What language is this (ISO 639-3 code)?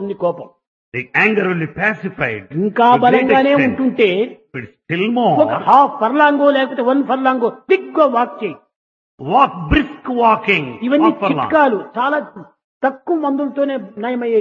tel